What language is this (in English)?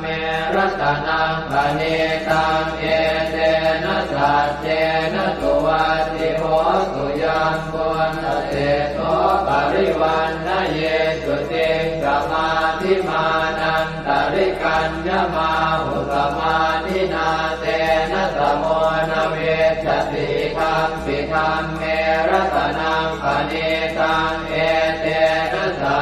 Pali